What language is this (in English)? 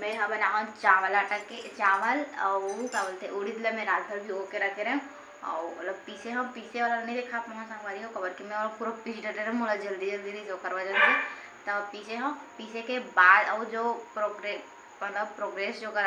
Chhattisgarhi